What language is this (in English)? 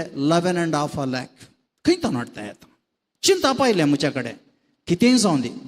Konkani